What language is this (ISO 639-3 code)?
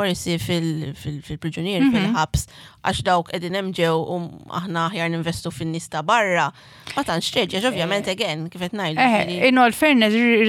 mlt